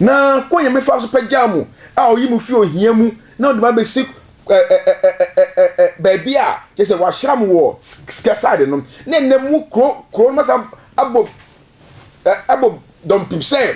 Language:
Akan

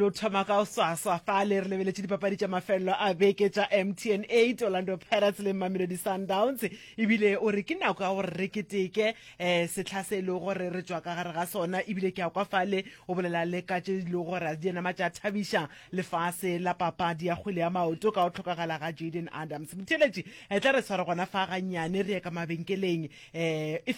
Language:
Northern Sotho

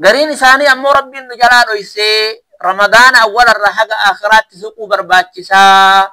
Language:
Oromo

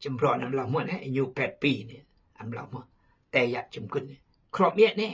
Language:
Khmu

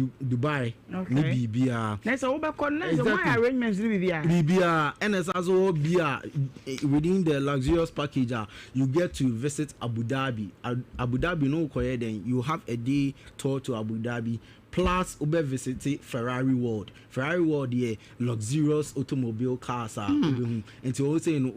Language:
Akan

